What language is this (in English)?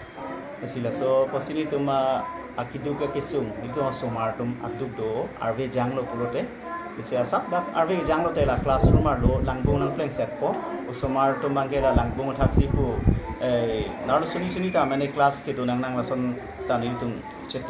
Karbi